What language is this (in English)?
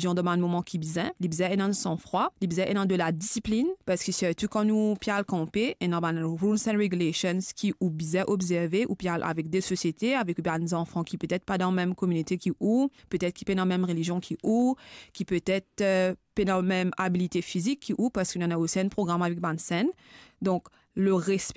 Morisyen